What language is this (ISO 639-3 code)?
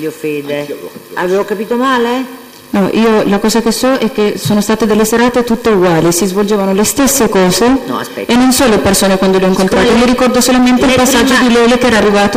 ita